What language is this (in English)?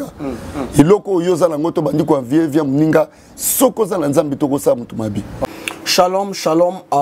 Lingala